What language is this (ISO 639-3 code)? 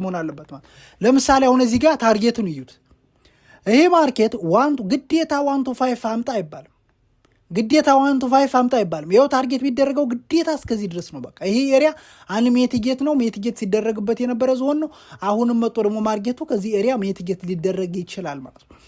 amh